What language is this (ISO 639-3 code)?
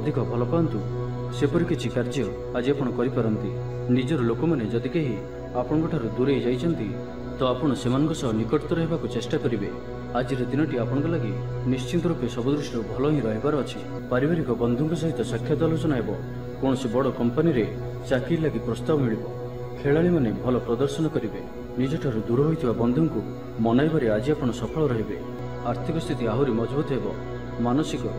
ori